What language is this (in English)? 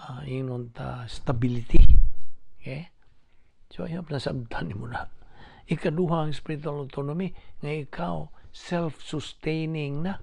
Cebuano